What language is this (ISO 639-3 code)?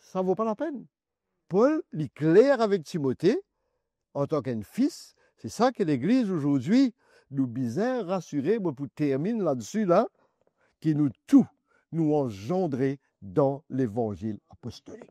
mfe